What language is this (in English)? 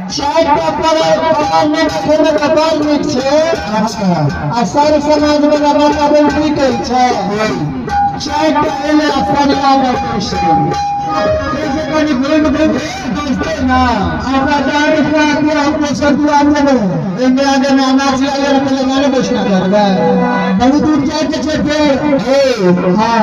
Maithili